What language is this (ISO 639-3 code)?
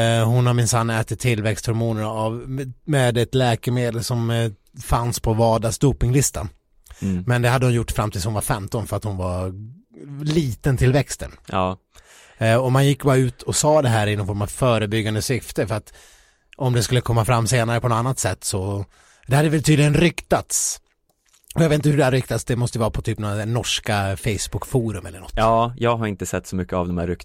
swe